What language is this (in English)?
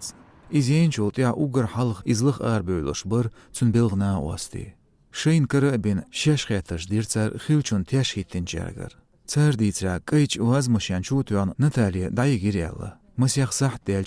Chechen